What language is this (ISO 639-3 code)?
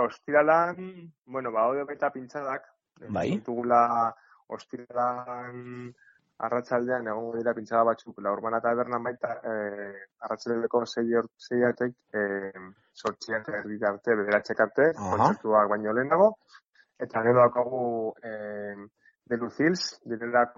eus